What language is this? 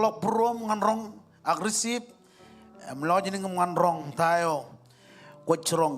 Marshallese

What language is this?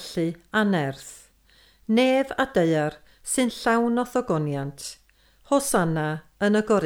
Welsh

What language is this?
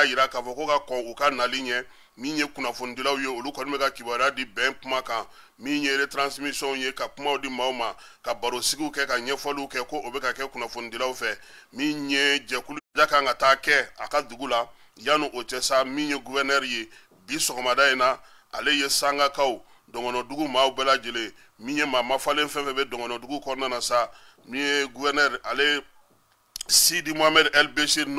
Bambara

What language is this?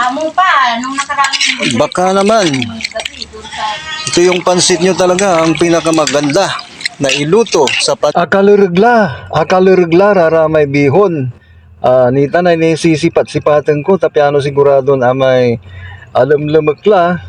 Pangasinan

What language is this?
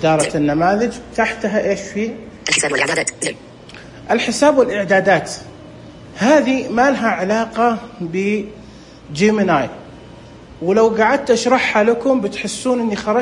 Najdi Arabic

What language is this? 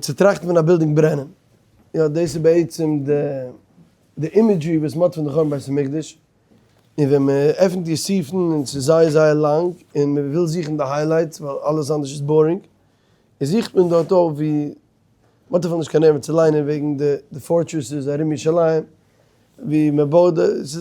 Yiddish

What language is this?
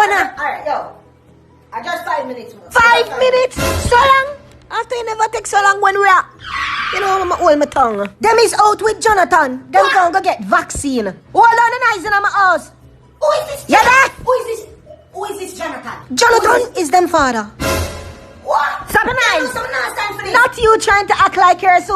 Jamaican Creole English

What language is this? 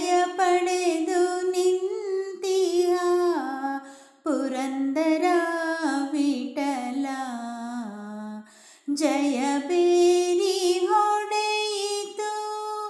Kannada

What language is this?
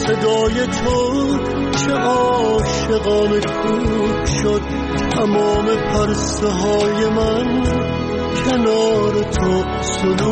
Persian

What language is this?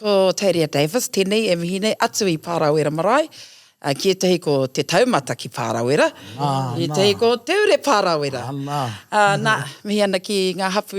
Māori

